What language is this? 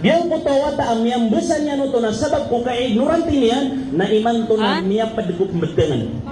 Maranao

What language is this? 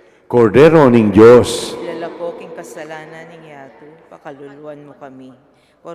Pampanga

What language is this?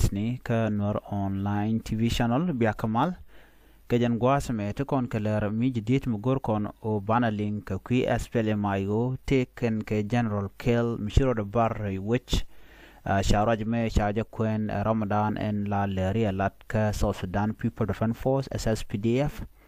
Nuer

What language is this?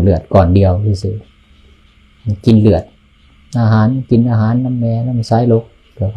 Northeastern Thai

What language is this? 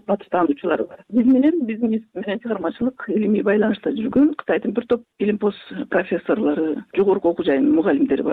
Kyrgyz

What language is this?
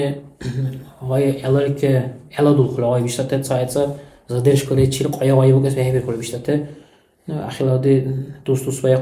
Dargwa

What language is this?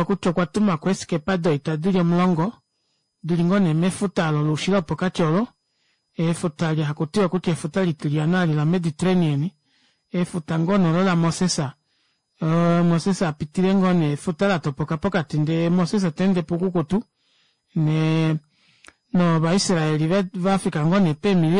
Kuanyama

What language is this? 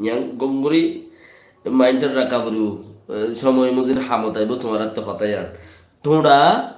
Rohingya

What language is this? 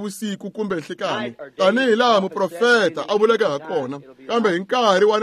Tsonga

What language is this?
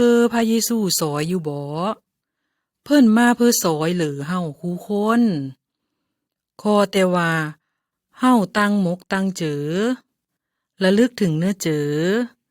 Lao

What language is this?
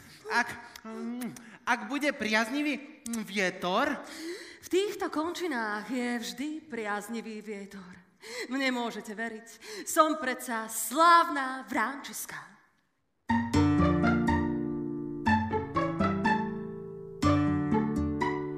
Slovak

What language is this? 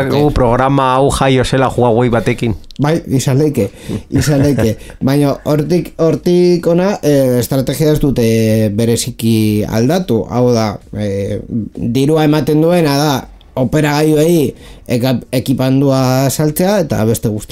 Basque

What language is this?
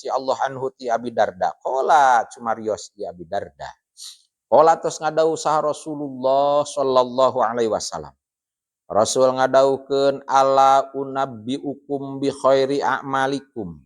Sundanese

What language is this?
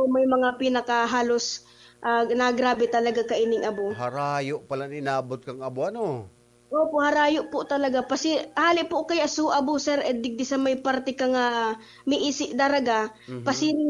Bikol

